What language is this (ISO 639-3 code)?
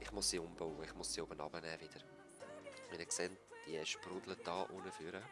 gsw